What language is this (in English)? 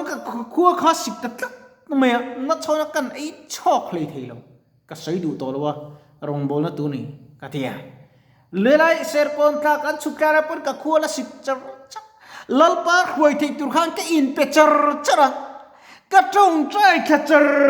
Mizo